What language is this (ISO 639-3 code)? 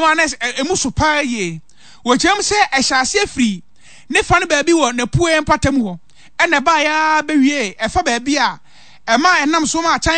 aka